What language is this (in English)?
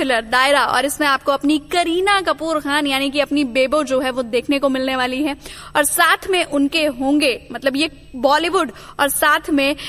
Hindi